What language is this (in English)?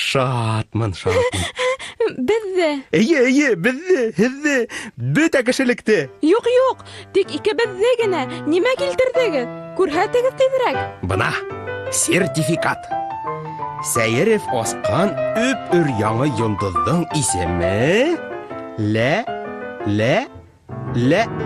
Bashkir